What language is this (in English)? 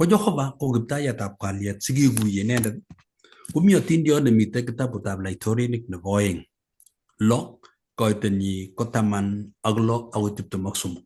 Kalenjin